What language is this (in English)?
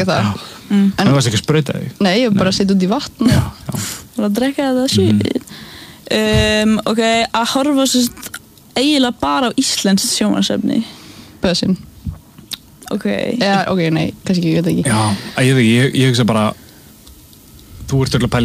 Icelandic